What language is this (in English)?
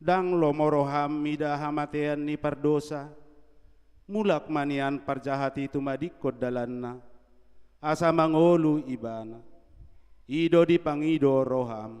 Batak Toba